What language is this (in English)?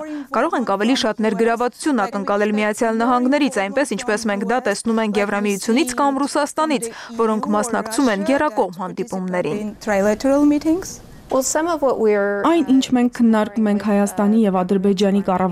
Armenian